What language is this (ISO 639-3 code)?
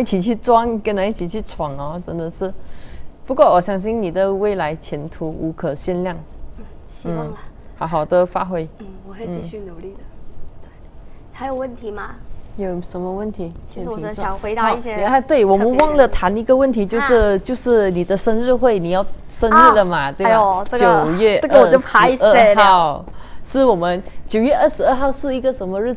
zho